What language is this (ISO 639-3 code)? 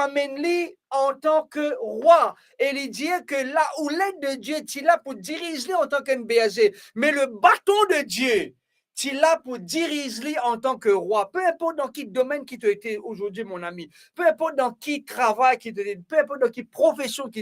mfe